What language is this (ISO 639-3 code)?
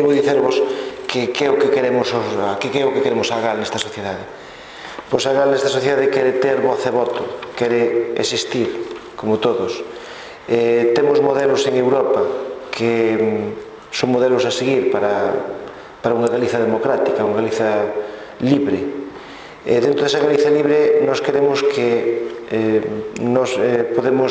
glg